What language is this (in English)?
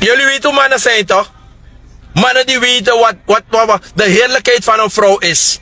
Sranan Tongo